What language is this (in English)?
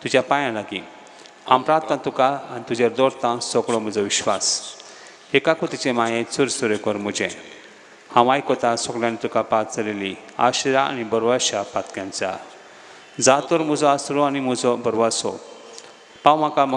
Konkani